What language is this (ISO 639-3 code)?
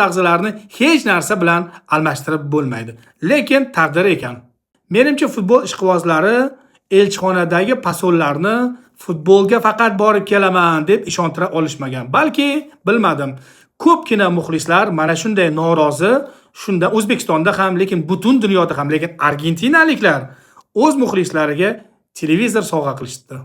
uzb